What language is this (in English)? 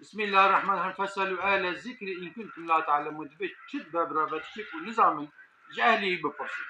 Kurdish